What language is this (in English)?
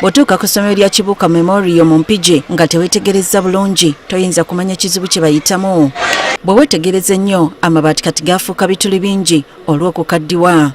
Ganda